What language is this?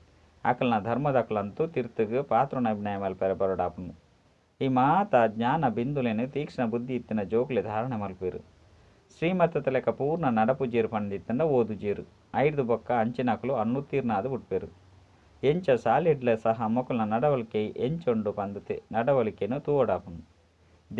Tulu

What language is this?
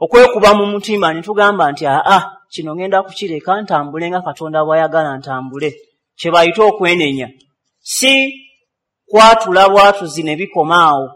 Ganda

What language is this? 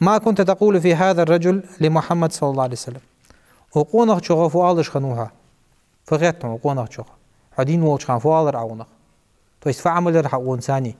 Ingush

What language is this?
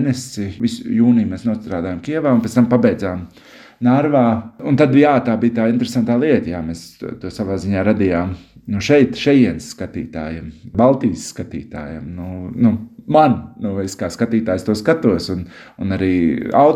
Latvian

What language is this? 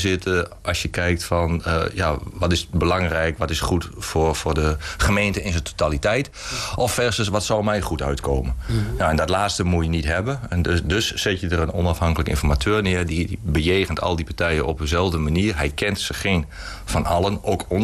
Dutch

